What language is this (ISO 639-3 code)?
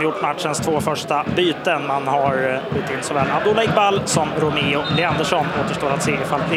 swe